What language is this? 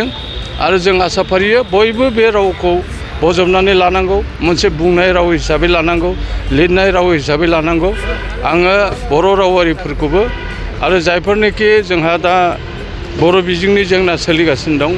Bodo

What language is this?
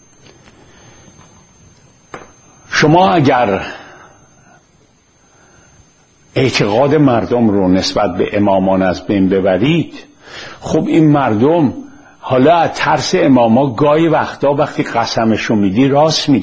Persian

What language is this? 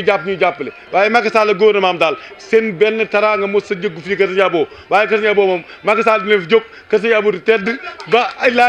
Wolof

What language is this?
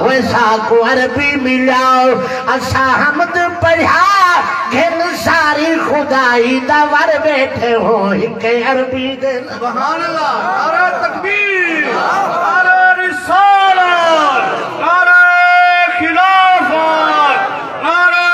Saraiki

